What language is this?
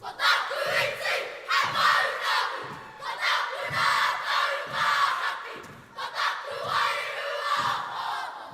Māori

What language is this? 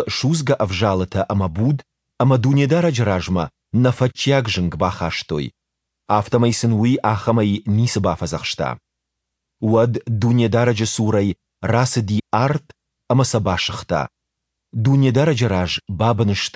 Ossetic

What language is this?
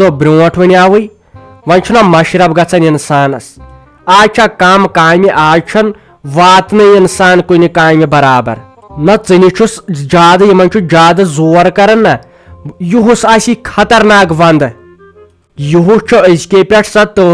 Kashmiri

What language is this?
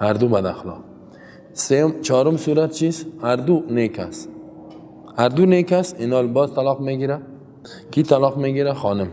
Persian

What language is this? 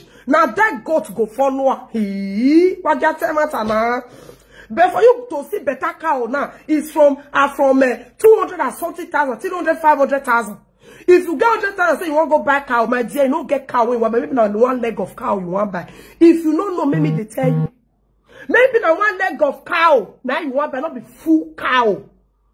Nigerian Pidgin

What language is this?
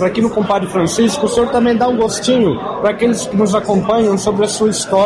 Portuguese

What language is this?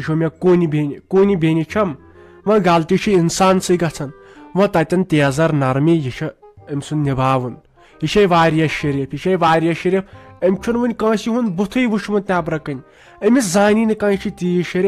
Kashmiri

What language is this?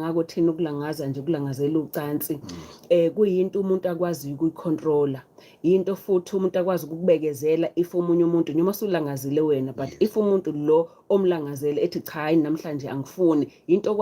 Zulu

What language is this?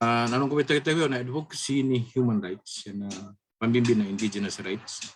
Fijian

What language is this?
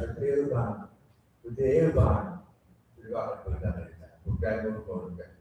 Pohnpeian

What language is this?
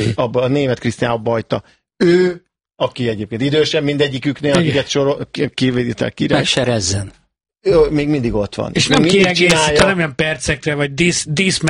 Hungarian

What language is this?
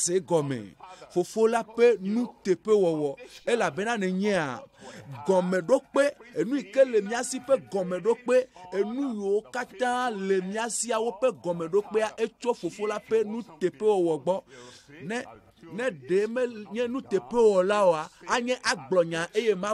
Ewe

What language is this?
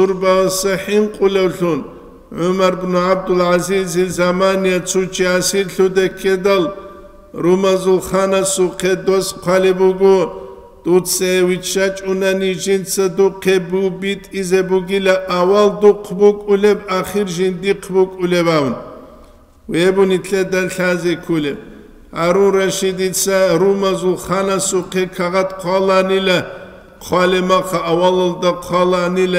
Avaric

